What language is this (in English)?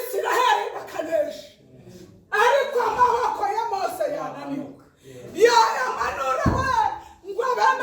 Kinyarwanda